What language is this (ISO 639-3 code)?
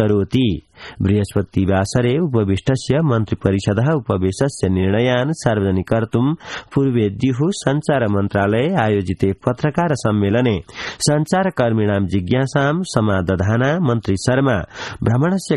san